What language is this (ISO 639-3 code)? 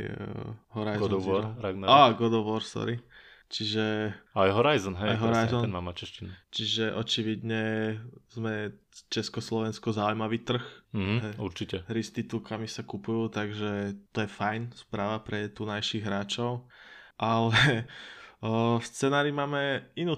slk